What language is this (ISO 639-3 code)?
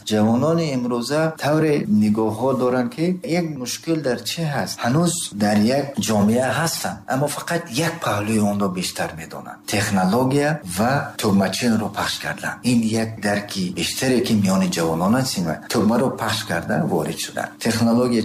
tgk